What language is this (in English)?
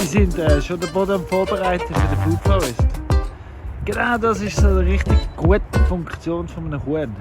Swiss German